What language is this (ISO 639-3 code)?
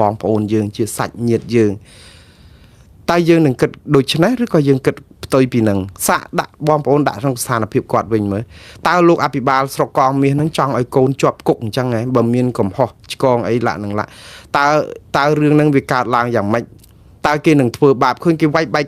khm